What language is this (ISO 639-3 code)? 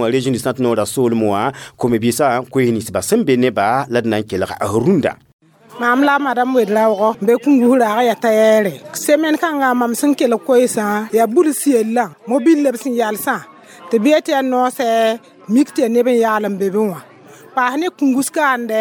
mos